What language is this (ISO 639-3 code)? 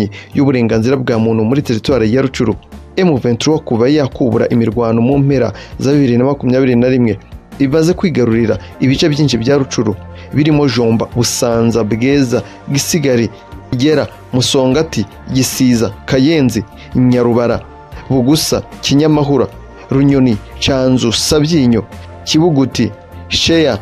kin